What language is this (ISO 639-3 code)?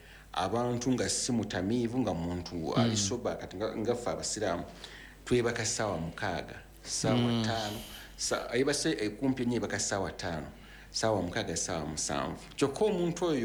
lug